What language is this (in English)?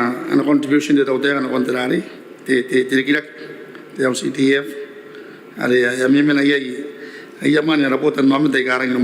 Gilbertese